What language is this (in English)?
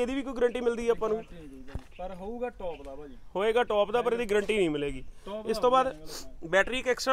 Punjabi